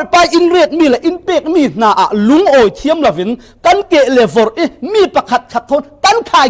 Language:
Falam Chin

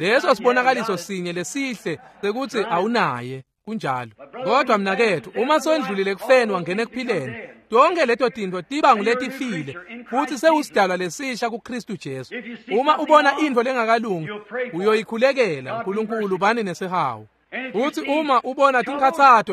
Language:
Swati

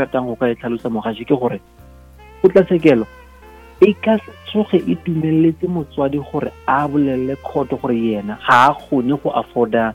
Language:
Northern Sotho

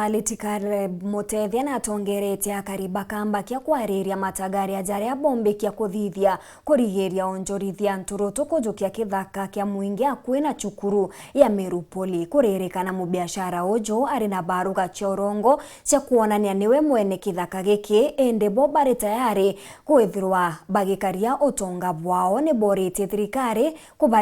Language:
Meru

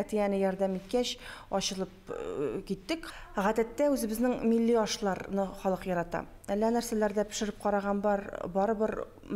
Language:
Bashkir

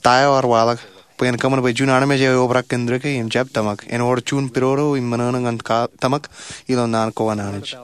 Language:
Marshallese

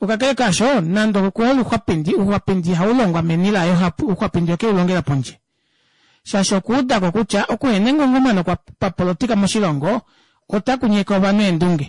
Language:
Kuanyama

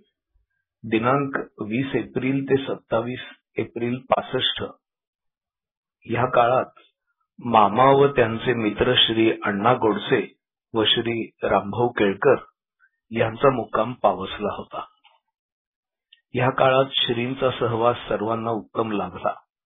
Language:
Marathi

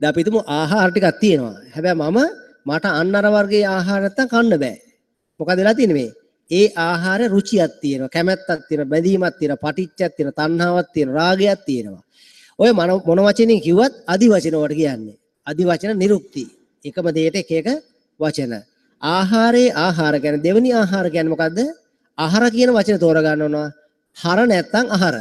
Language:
Sinhala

